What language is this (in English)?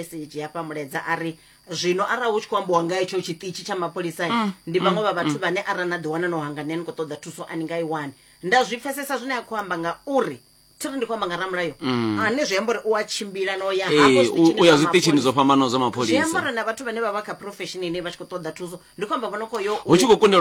Venda